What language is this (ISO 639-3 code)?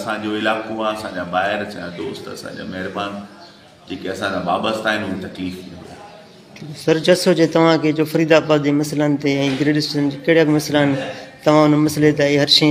snd